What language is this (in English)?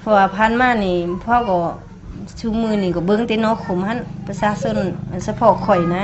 Lao